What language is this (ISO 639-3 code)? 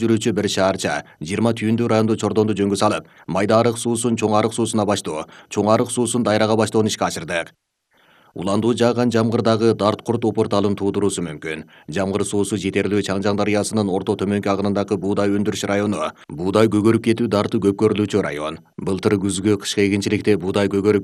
kir